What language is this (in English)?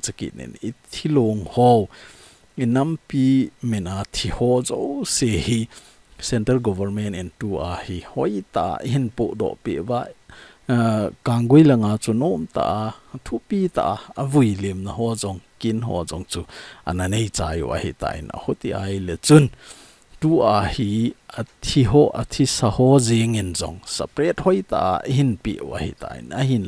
Thado Chin